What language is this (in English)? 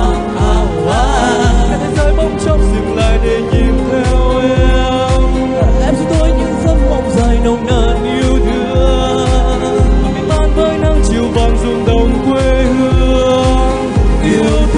Vietnamese